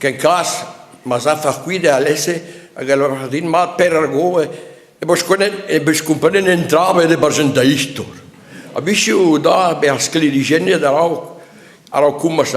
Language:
Breton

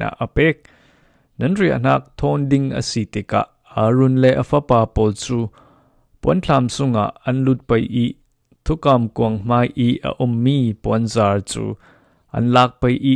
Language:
Falam Chin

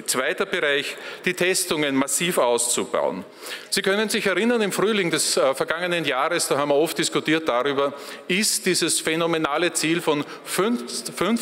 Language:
German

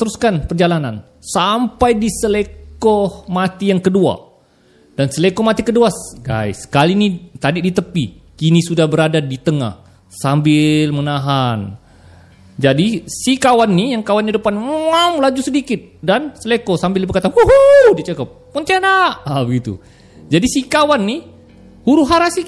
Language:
Malay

